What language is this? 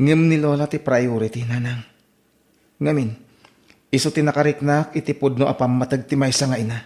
Iloko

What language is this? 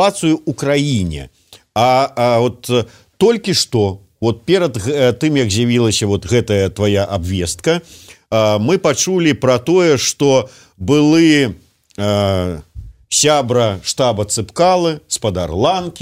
Belarusian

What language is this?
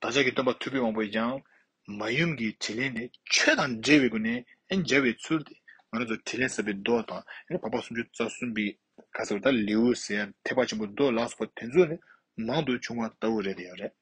Tibetan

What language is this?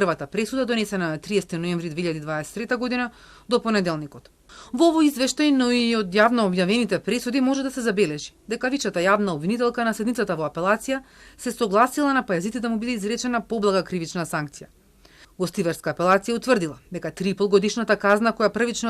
Macedonian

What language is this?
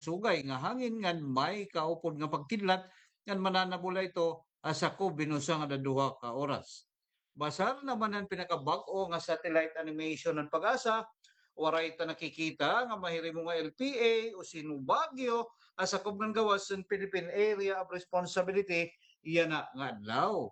Waray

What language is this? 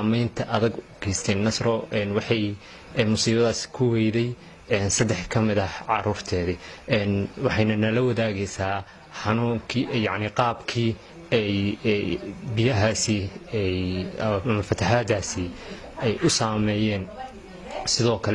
Somali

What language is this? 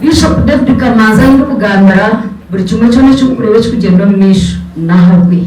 Nyankole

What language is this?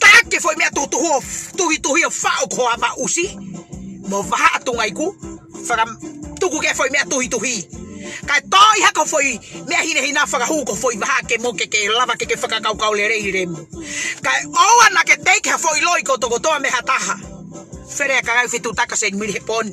Tongan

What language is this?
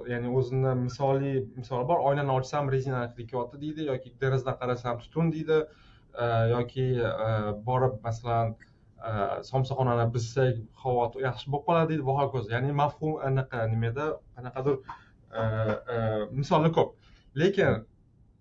Uzbek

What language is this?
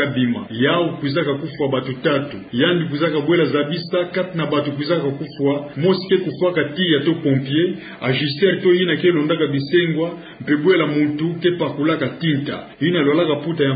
Kituba (Democratic Republic of Congo)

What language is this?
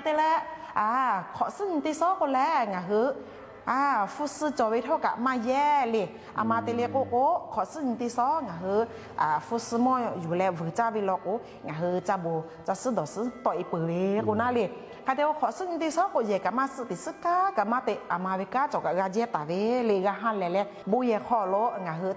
Lahu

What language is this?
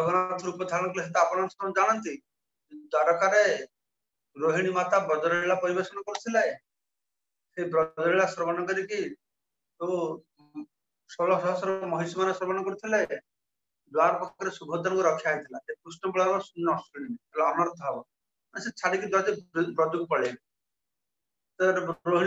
Odia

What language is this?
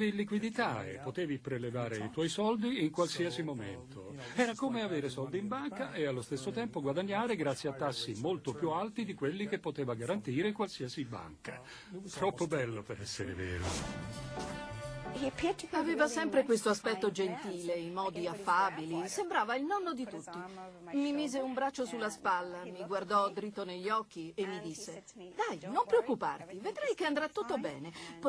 Italian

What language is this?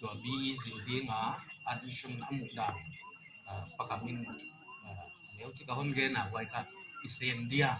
Paite Chin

